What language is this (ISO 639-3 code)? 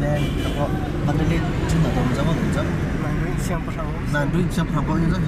cnh